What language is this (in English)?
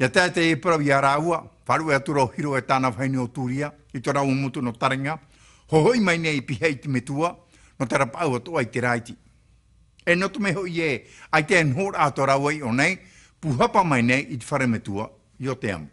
Tahitian